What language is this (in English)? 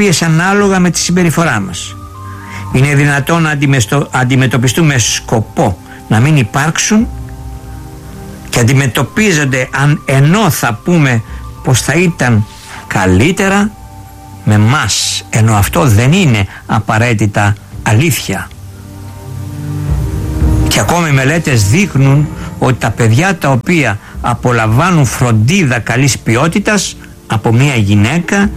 Greek